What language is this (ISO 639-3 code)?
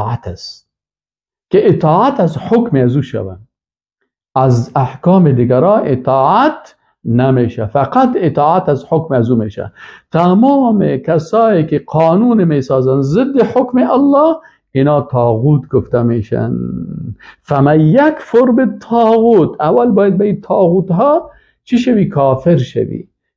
fas